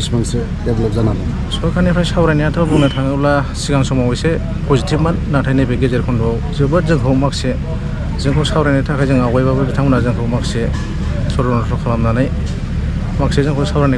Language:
Bodo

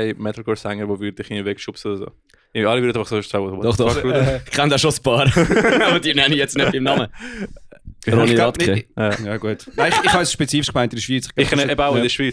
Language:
Swiss German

